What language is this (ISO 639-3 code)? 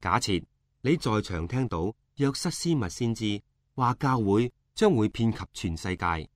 yue